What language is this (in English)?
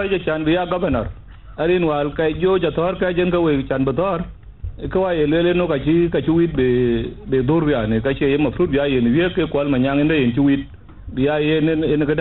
Dinka